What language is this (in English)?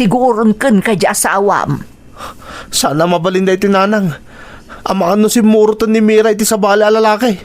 Iloko